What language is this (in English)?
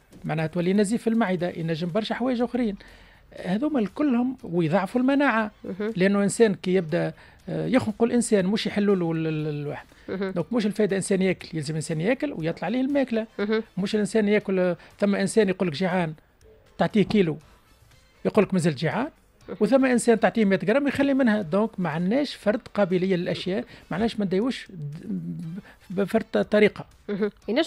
Tunisian Arabic